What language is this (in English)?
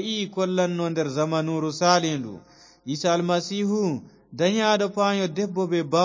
Fula